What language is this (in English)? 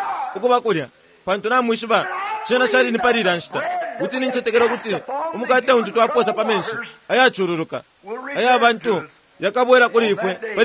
Bemba